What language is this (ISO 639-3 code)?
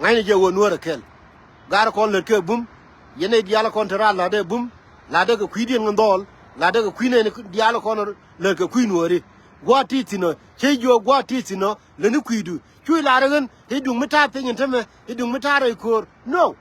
nus